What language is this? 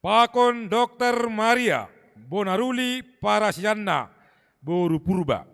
Batak Simalungun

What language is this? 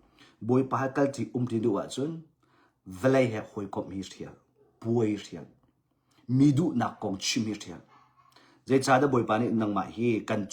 Hakha Chin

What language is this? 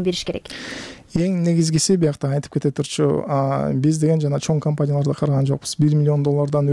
Kyrgyz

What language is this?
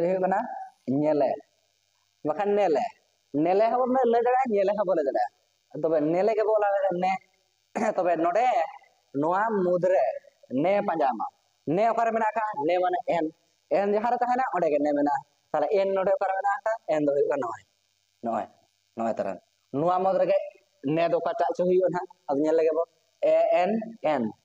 Santali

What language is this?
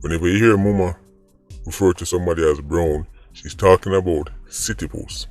Jamaican Creole English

